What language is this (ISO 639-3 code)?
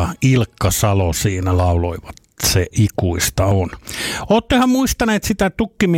fin